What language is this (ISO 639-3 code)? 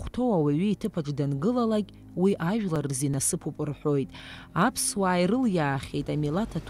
abk